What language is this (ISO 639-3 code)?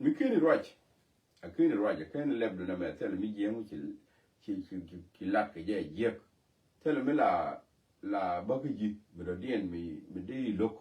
nus